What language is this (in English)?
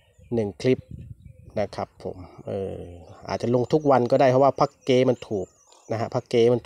Thai